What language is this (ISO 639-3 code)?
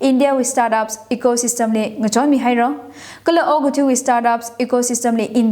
nmf